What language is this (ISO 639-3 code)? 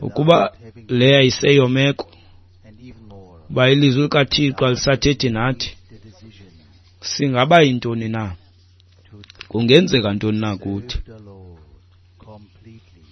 xho